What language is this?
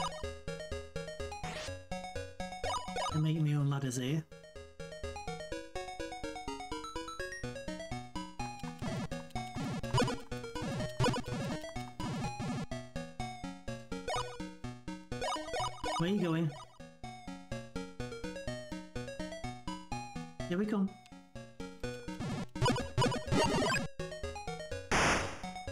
English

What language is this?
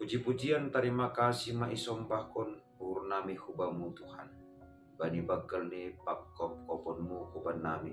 Batak Simalungun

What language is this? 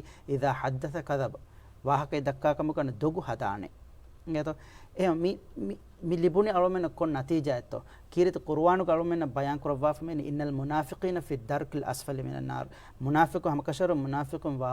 Divehi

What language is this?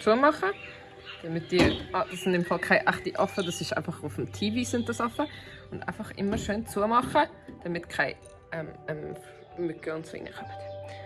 Swiss German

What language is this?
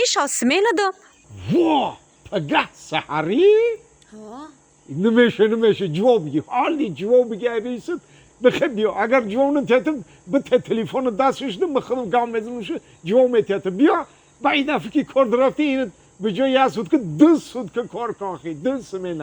Tajik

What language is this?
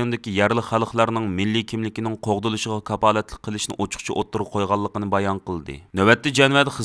Uyghur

